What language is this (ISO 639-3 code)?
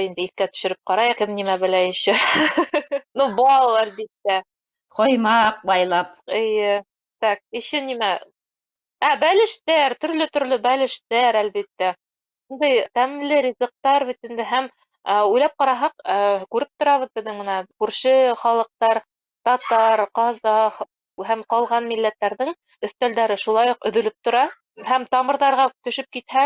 bak